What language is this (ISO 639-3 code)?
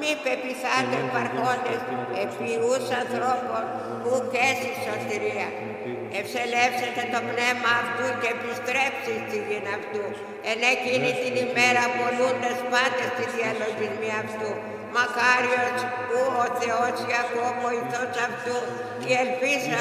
ell